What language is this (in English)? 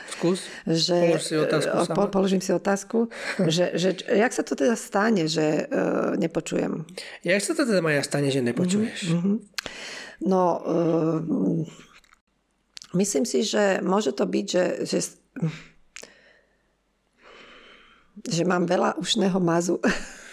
Slovak